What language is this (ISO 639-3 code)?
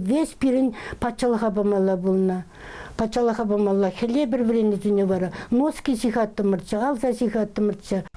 chv